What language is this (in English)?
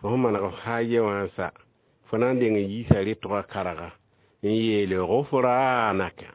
Mossi